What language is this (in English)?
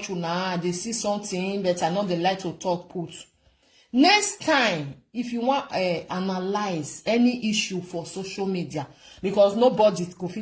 Nigerian Pidgin